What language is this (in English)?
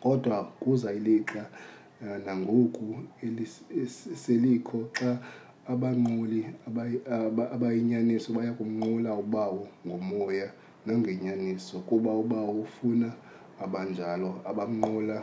Xhosa